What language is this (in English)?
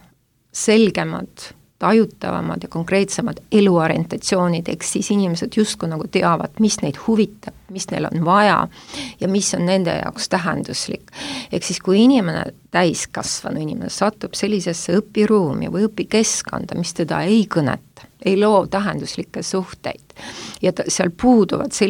Estonian